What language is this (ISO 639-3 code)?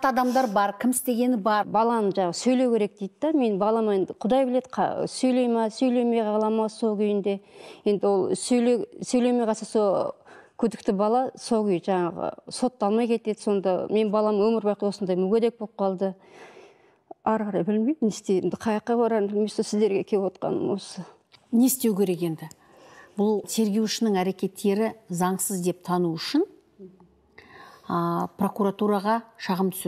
kaz